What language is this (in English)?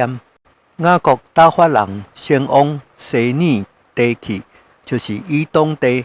Min Nan Chinese